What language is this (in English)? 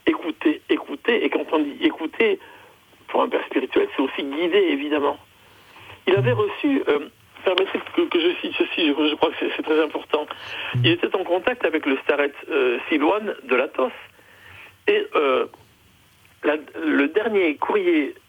French